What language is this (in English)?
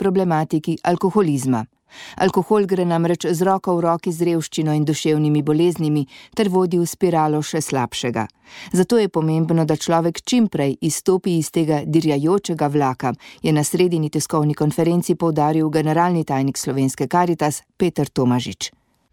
Slovenian